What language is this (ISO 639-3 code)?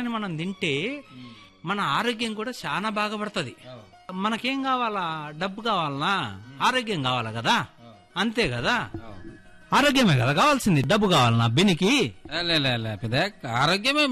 tel